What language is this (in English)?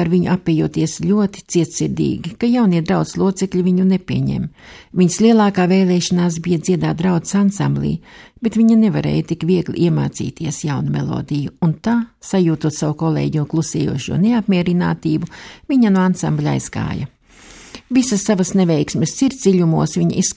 Latvian